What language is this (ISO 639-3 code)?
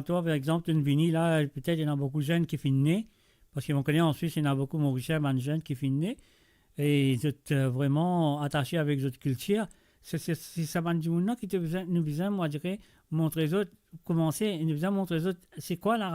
mfe